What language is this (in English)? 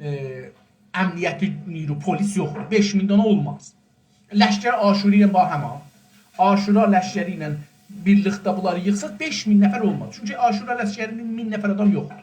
South Azerbaijani